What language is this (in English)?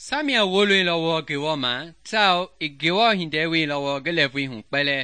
Mende